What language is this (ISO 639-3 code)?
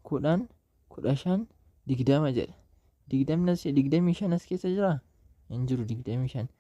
orm